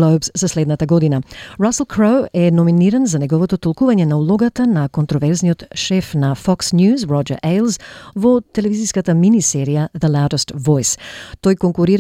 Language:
Macedonian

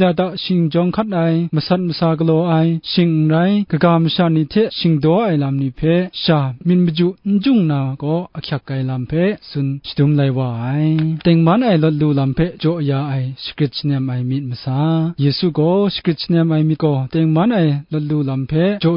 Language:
Kachin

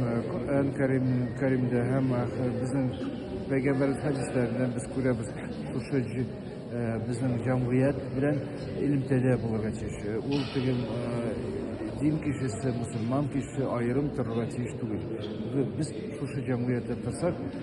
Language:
Tatar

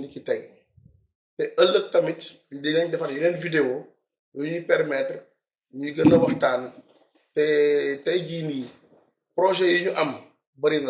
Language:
Wolof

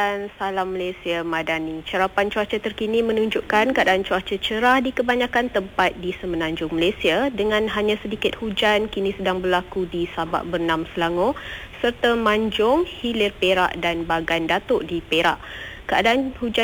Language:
Malay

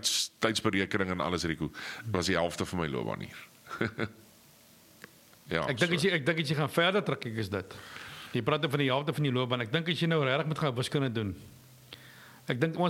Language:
Afrikaans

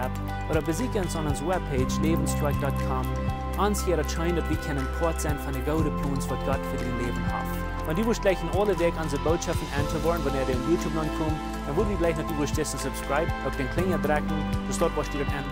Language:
Plautdietsch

